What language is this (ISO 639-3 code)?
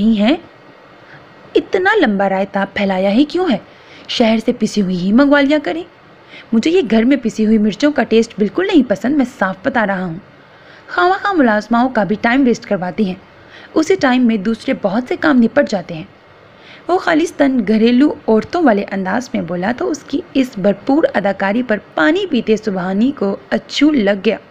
urd